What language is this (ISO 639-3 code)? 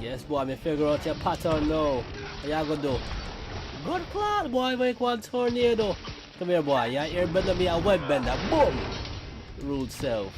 jam